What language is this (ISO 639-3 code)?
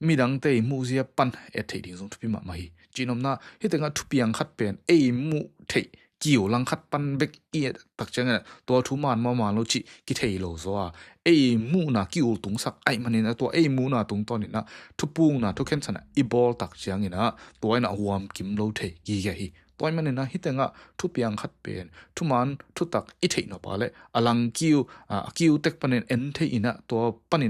ctd